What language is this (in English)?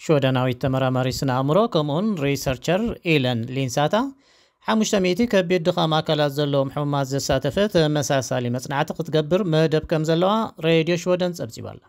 Tigrinya